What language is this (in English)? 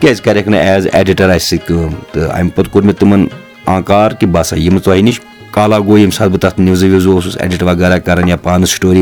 Kashmiri